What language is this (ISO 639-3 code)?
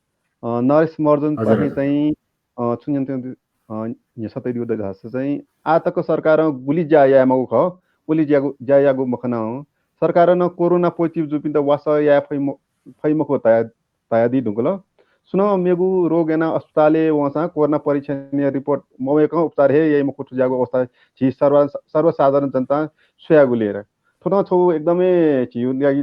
new